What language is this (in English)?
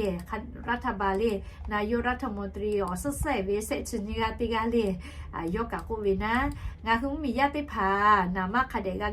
Lahu